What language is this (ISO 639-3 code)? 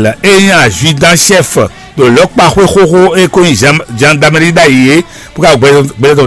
fon